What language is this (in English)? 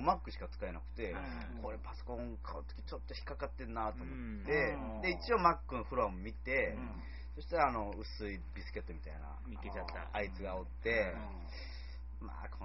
Japanese